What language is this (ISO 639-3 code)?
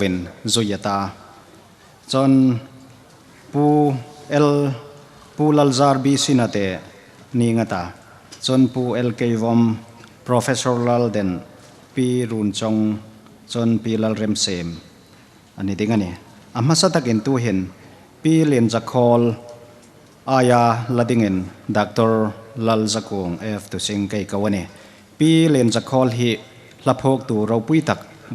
hmr